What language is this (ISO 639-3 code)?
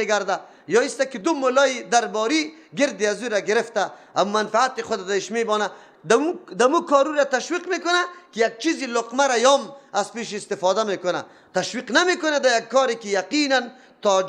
fas